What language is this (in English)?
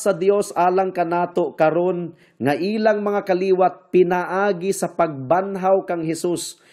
Cebuano